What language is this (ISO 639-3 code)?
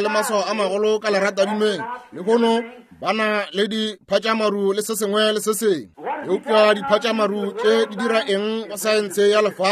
nso